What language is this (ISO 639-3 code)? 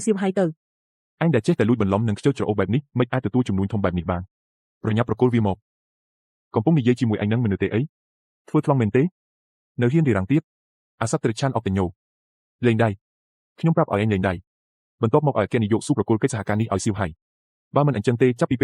khm